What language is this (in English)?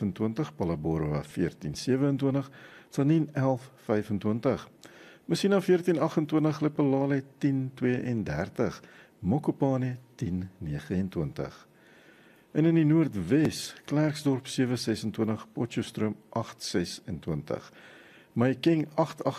Afrikaans